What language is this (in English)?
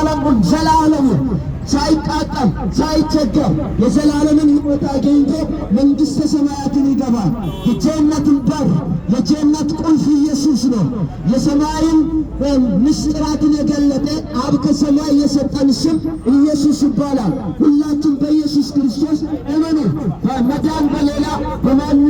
Amharic